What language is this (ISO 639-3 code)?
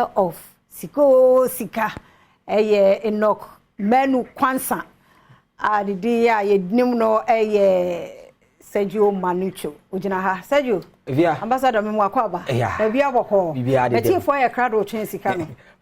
aka